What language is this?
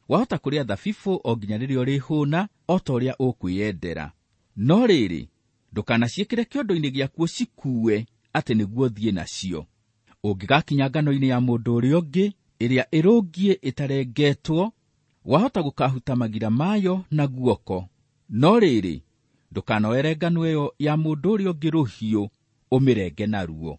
Kikuyu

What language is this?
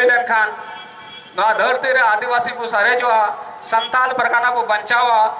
Santali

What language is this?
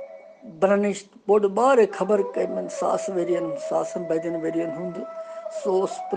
Kashmiri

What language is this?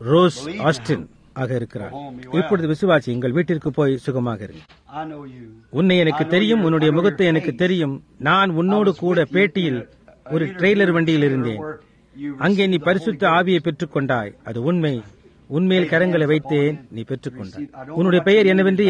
Tamil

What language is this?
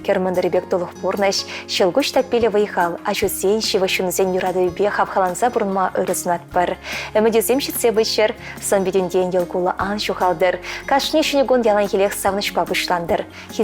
Chuvash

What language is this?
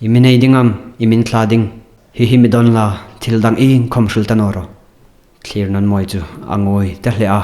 Hmar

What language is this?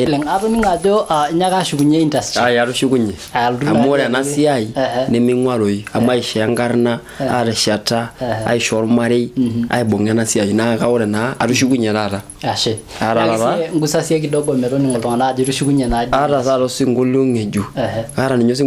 Masai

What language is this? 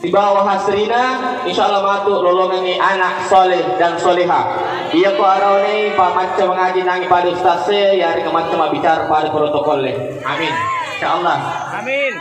Buginese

